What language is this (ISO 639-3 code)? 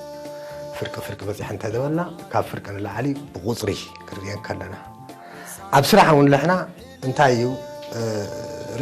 tir